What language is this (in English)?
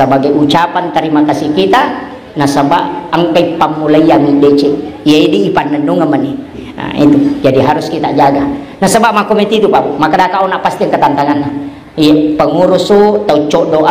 Buginese